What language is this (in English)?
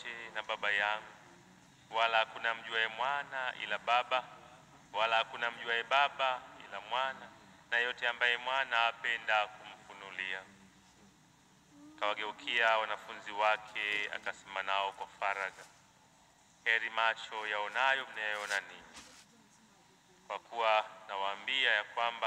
Swahili